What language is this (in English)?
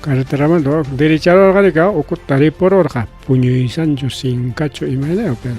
Ayacucho Quechua